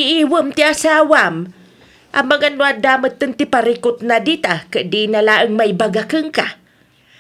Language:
Iloko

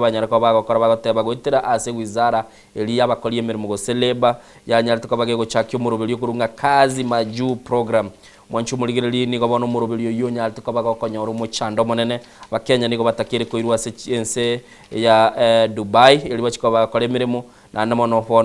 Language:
Gusii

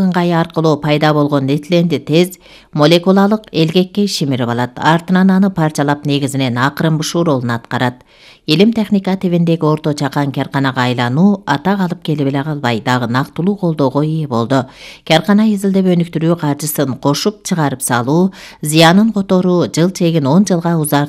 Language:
Kyrgyz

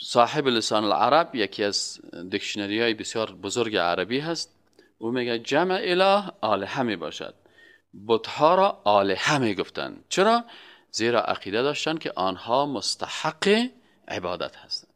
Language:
Persian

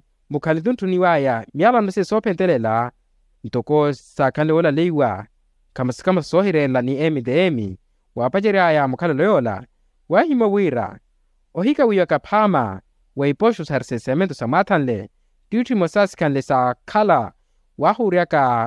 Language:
Makhuwa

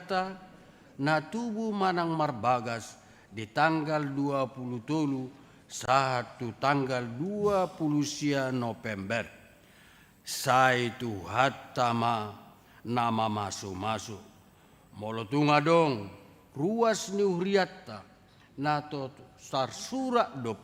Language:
Batak Toba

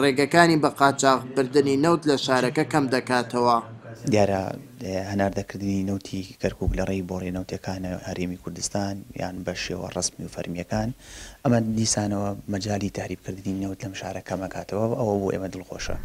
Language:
Central Kurdish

